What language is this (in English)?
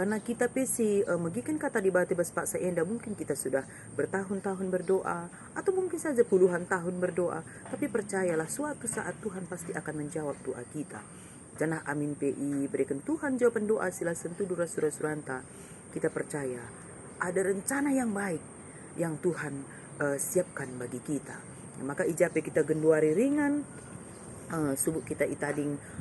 Batak Karo